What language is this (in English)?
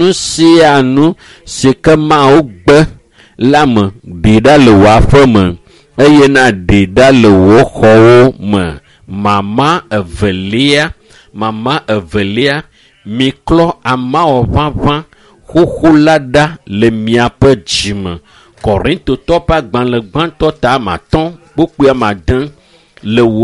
Ewe